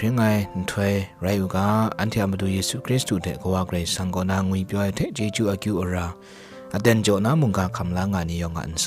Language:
Kachin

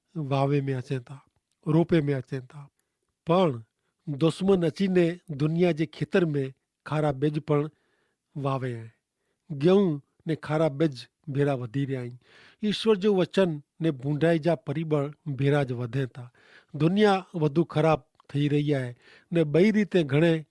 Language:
Kachhi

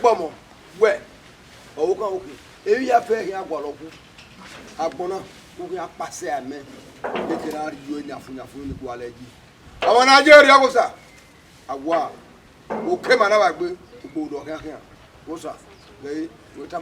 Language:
Bini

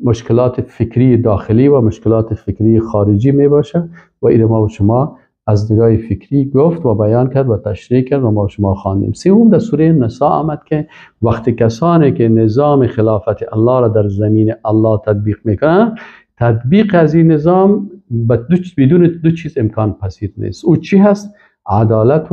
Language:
Persian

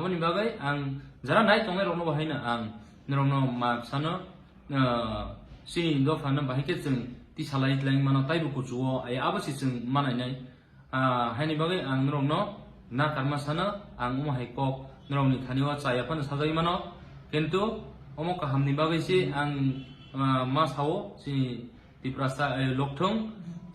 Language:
Kok Borok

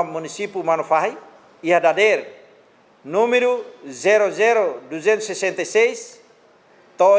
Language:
Tetum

